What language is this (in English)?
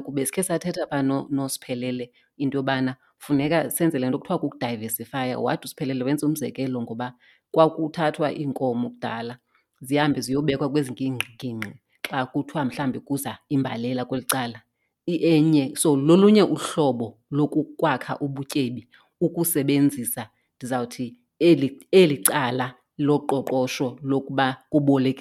Xhosa